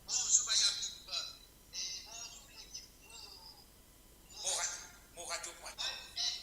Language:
Morisyen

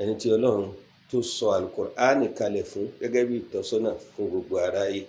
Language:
Yoruba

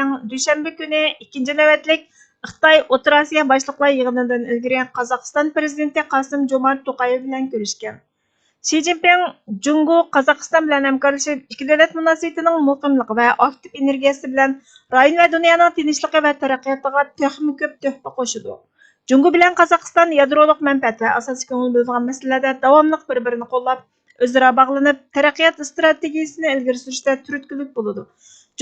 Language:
Uyghur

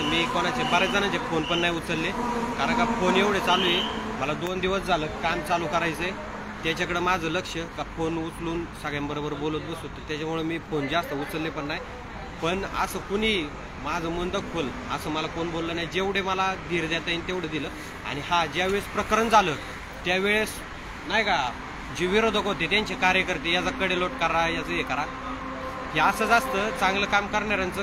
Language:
Marathi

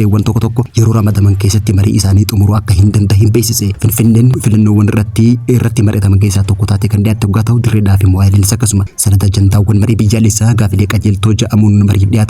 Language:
Oromo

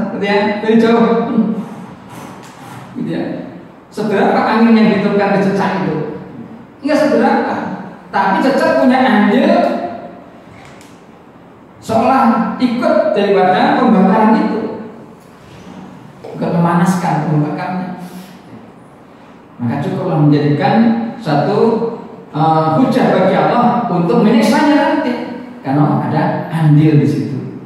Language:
Indonesian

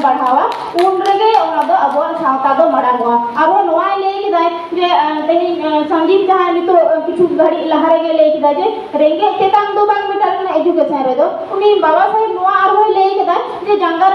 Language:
Santali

